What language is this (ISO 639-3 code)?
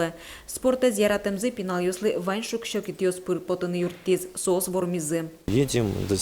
udm